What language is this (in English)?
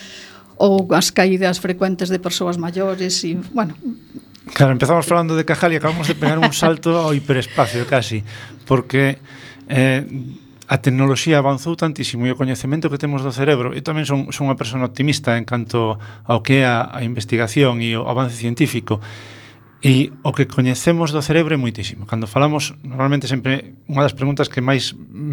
Galician